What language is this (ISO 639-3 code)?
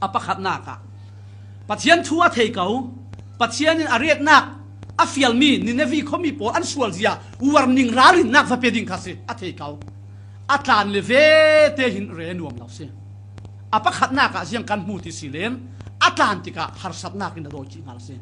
cfm